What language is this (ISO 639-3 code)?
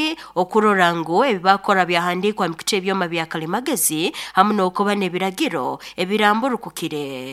nyo